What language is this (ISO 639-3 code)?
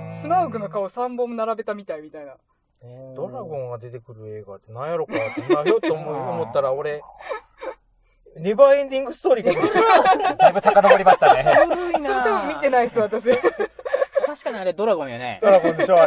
jpn